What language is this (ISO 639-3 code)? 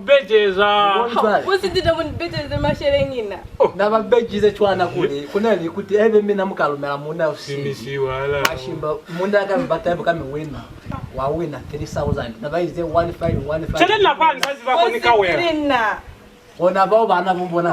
loz